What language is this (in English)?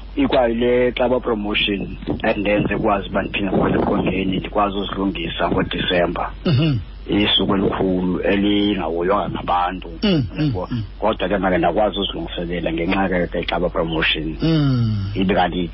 Xhosa